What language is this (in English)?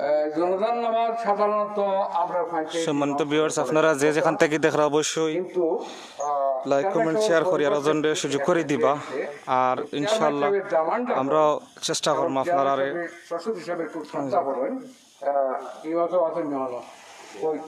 Sylheti